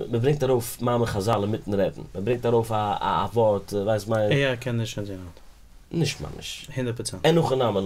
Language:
Yiddish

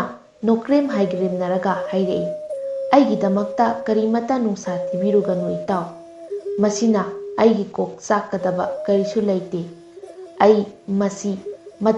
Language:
Manipuri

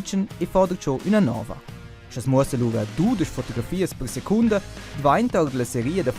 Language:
Romansh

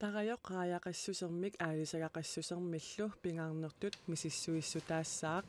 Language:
Kalaallisut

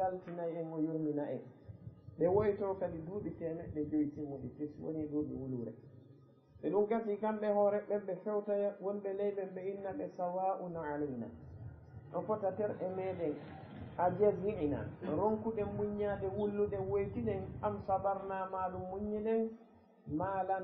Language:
Fula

